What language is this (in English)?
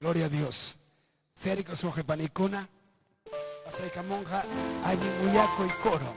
Ayacucho Quechua